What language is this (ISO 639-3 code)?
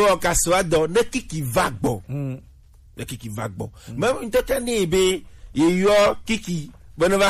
gej